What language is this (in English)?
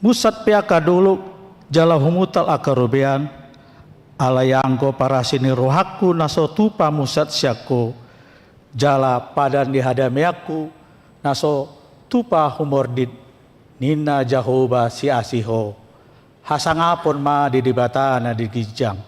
Batak Toba